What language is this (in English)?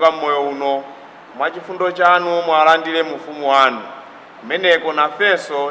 Nyanja